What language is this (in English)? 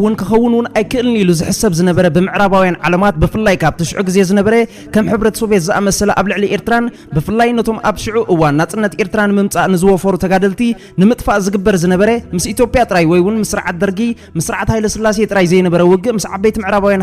Tigrinya